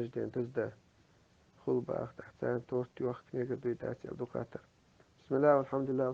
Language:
Chechen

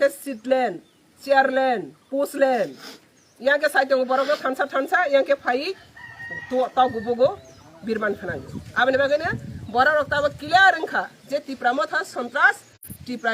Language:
Kok Borok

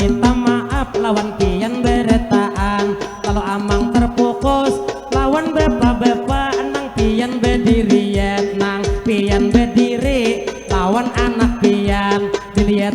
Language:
Banjar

